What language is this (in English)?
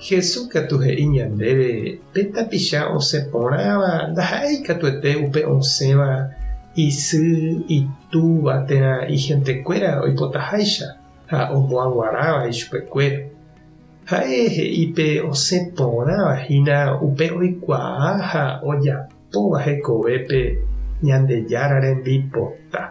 Guarani